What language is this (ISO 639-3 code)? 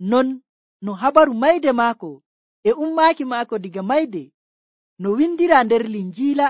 fuv